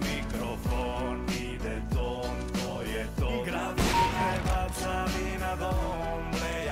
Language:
Serbian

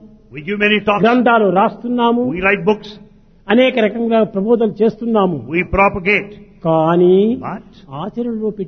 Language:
Telugu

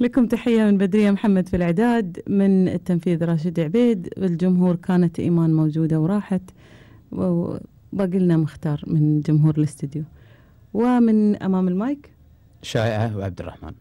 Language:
Gulf Arabic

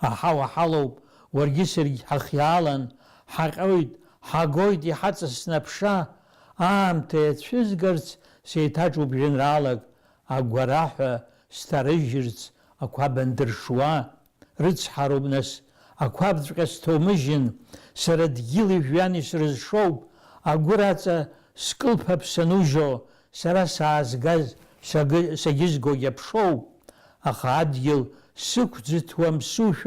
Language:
Abkhazian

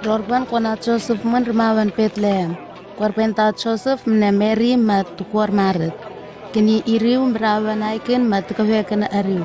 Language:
Southwest Tanna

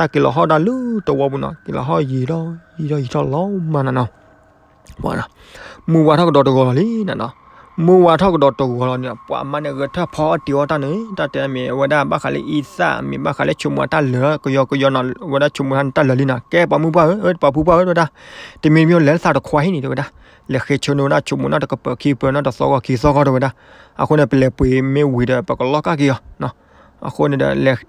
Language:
S'gaw Karen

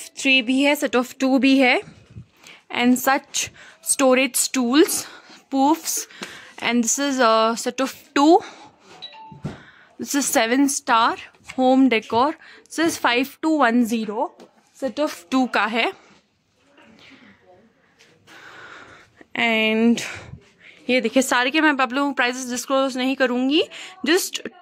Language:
Hindi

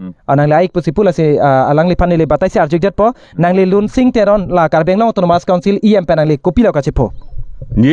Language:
Karbi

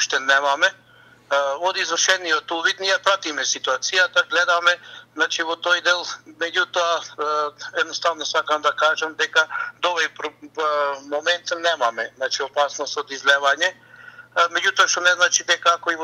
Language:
Macedonian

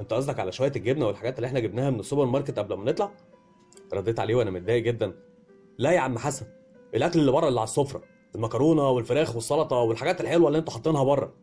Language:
Egyptian Arabic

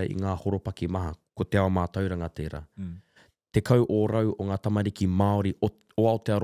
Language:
Māori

